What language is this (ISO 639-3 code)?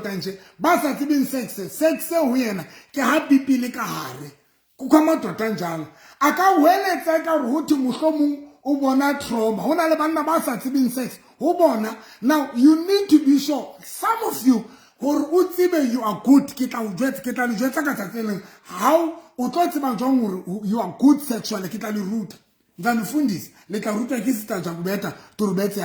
sot